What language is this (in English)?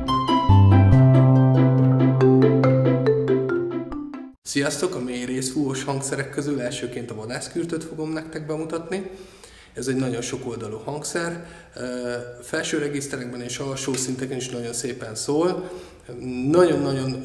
Hungarian